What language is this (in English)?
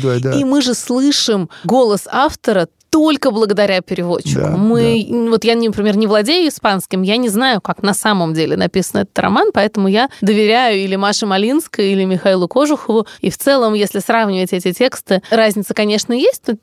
Russian